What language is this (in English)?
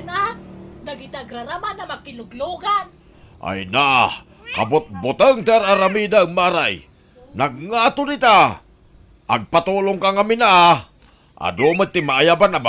Iloko